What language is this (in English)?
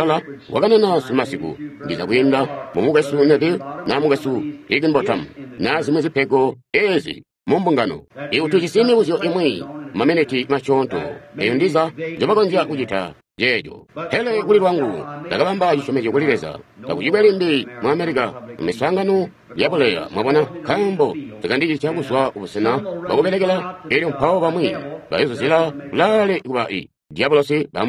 Tonga (Zambia)